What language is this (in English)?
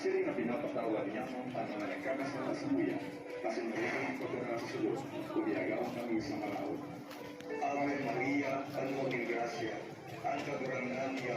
Bikol